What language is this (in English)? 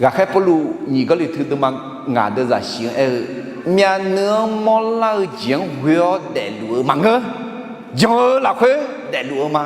Akha